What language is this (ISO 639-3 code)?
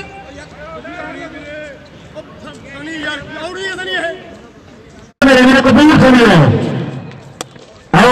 pan